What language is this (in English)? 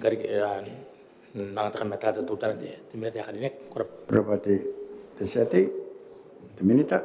Gilbertese